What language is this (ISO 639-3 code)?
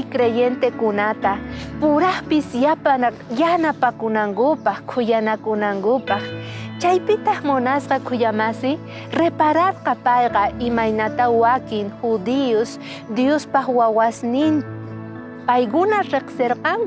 quh